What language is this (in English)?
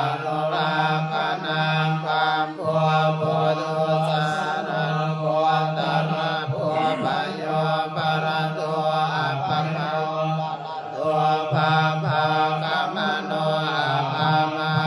Pali